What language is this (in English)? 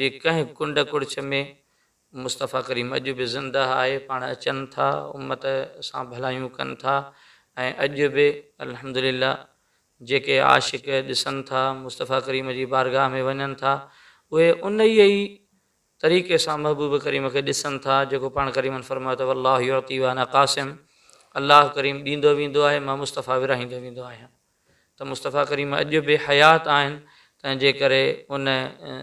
Sindhi